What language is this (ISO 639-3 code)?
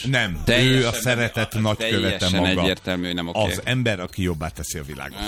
hun